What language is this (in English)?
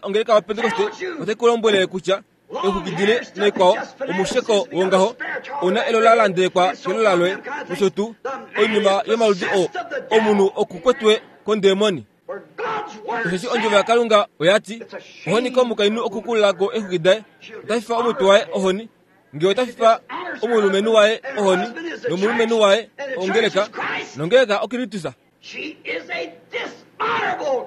Kuanyama